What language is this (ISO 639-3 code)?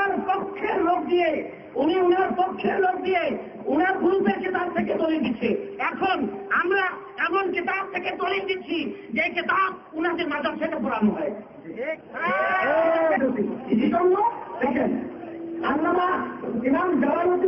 ben